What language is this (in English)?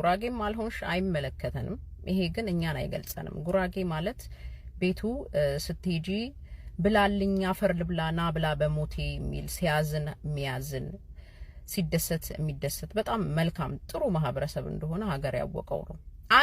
Amharic